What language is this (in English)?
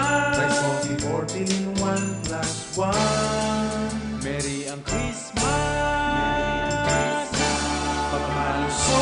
Bikol